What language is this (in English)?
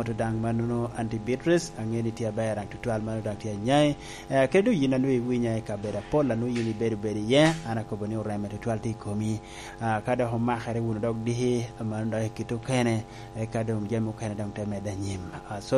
Lango (Uganda)